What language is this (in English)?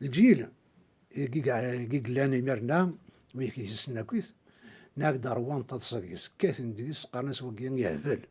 Kabyle